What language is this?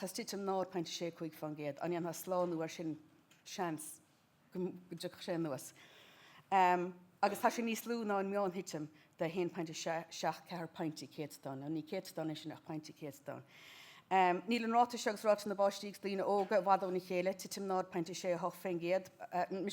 Irish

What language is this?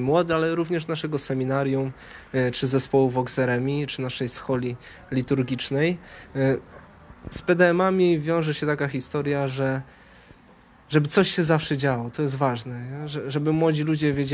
Polish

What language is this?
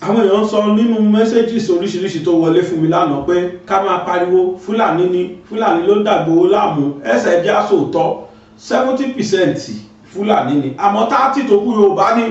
Yoruba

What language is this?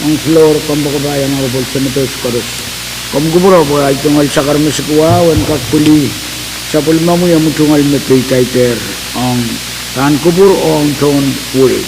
Pohnpeian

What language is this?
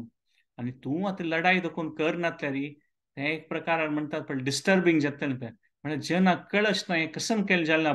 Konkani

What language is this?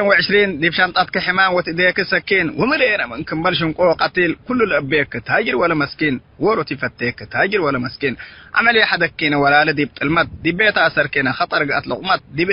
Tigre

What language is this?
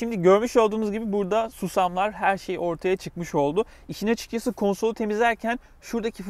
Turkish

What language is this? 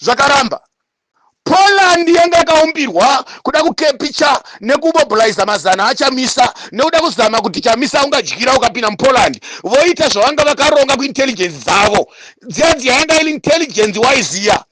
Shona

